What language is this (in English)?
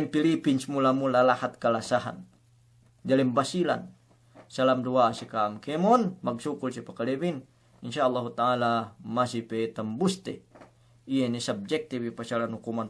Yakan